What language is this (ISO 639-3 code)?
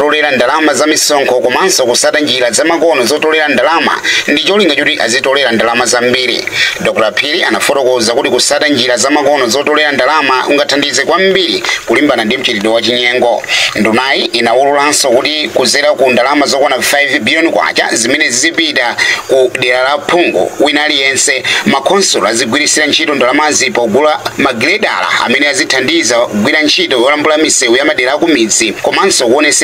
nya